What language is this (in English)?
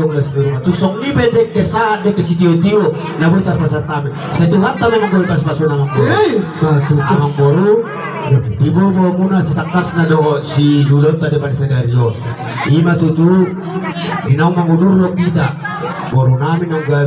Batak Toba